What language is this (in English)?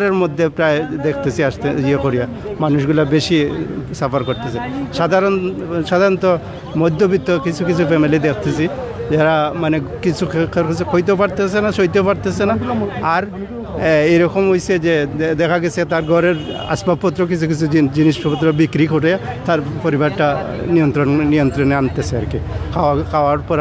Sylheti